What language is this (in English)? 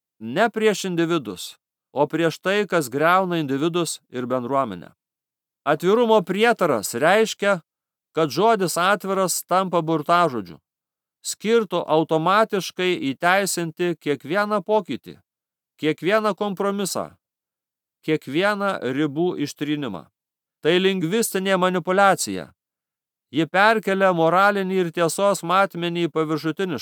Lithuanian